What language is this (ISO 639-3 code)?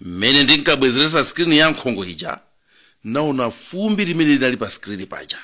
nya